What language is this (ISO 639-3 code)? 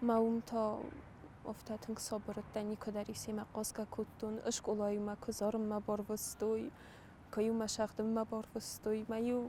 oss